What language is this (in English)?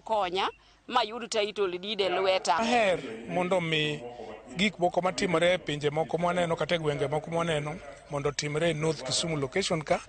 Luo (Kenya and Tanzania)